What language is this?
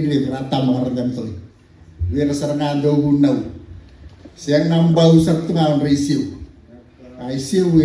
Fijian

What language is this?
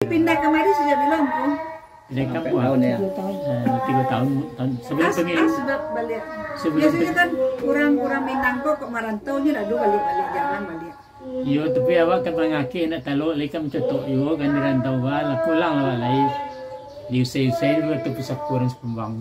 Minangkabau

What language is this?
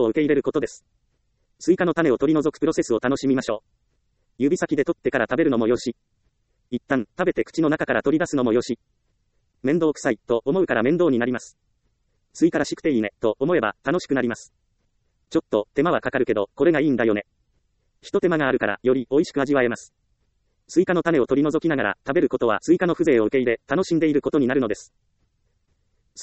Japanese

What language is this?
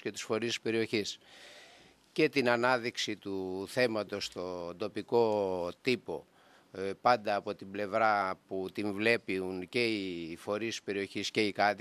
Greek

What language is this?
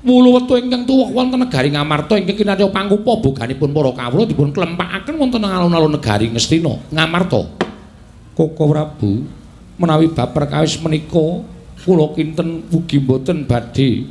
Javanese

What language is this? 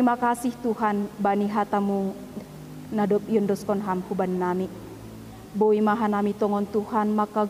Batak Simalungun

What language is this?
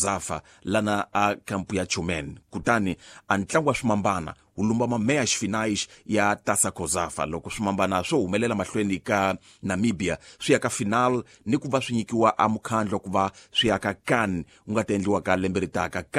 Tsonga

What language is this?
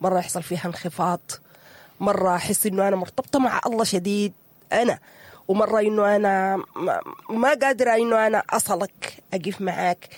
Sudanese Arabic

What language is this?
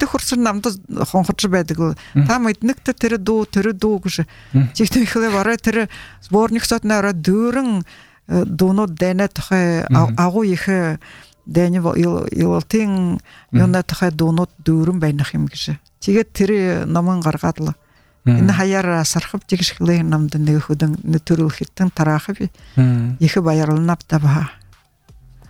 Buriat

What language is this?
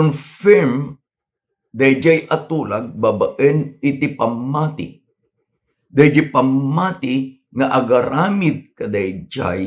Iloko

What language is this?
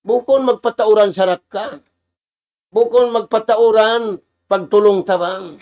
Tausug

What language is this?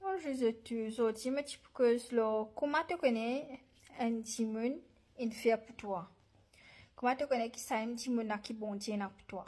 Morisyen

